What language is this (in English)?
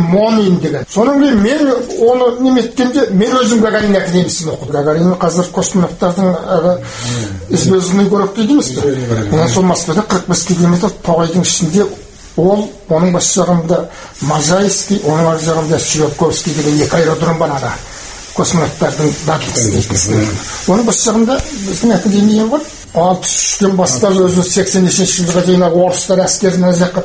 Kazakh